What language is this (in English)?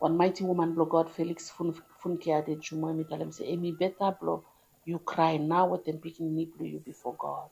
Bislama